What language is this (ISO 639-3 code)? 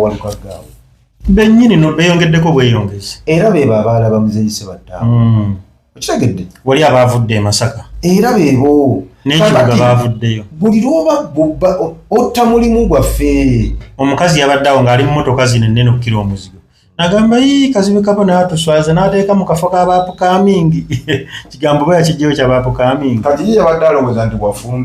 lug